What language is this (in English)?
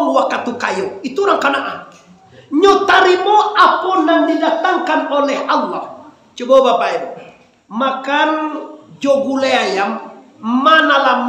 Minangkabau